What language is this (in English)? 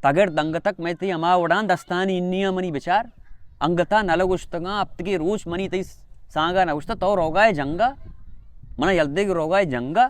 Baluchi